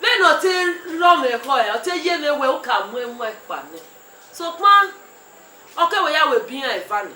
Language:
Bini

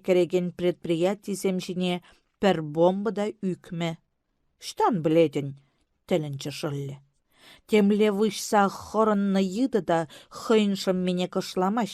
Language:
Chuvash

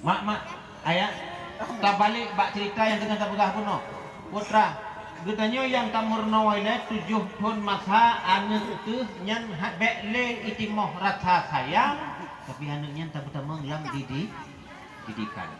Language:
Achinese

